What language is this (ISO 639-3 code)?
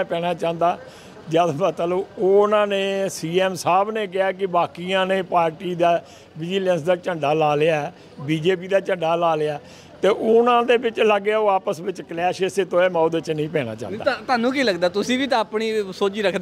pan